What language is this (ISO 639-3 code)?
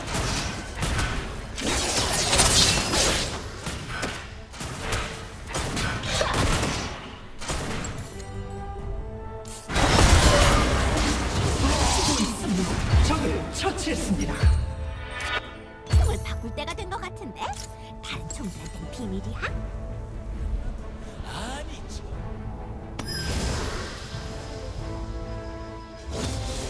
kor